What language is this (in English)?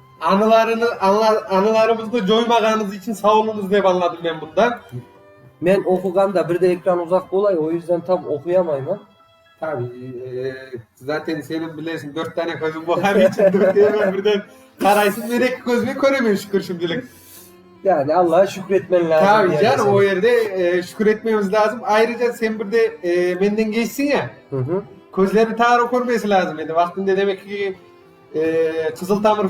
Crimean Tatar